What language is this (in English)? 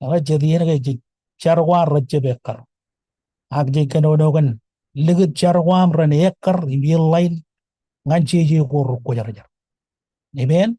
Marshallese